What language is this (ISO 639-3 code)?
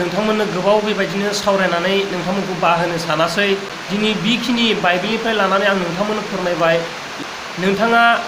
brx